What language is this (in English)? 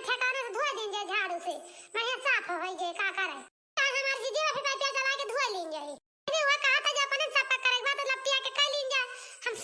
Awadhi